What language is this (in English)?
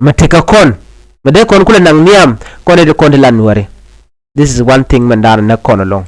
Nuer